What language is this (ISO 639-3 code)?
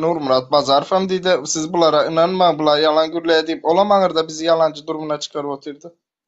tuk